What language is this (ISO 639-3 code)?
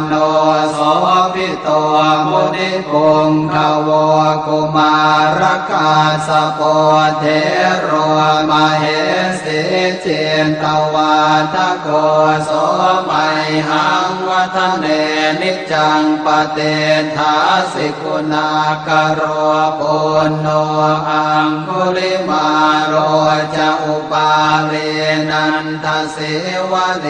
pli